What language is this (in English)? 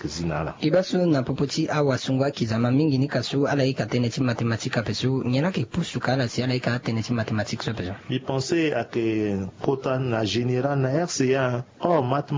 Sango